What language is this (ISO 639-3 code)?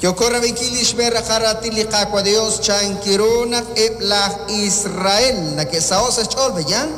kek